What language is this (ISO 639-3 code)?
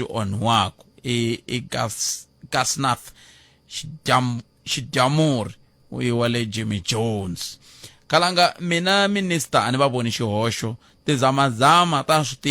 tso